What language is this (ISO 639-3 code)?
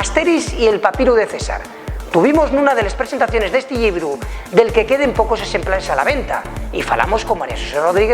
ast